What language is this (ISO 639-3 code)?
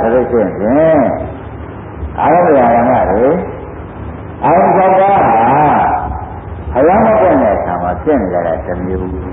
mya